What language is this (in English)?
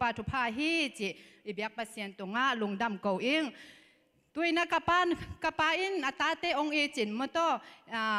Tedim Chin